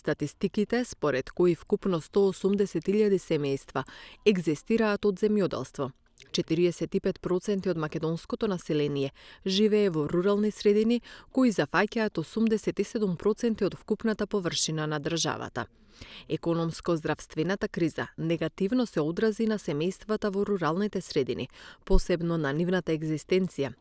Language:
Macedonian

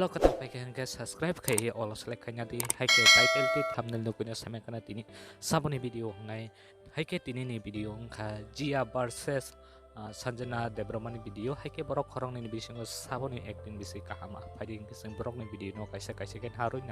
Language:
Kok Borok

